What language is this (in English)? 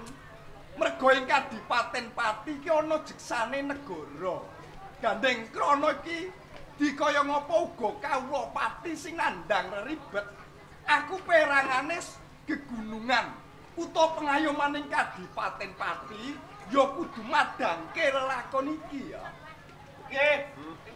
Javanese